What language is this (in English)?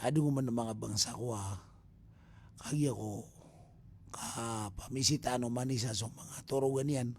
Maranao